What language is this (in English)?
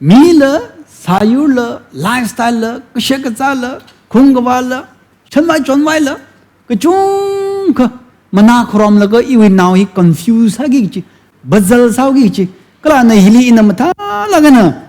Tangkhul Naga (India)